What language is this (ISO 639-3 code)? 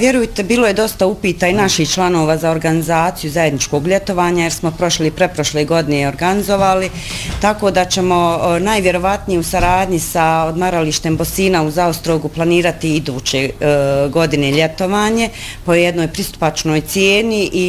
bos